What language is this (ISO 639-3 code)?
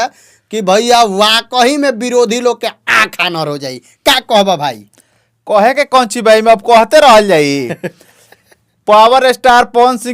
bho